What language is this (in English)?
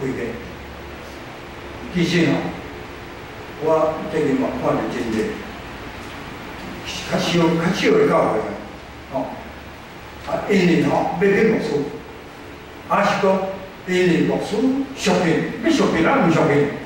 Min Nan Chinese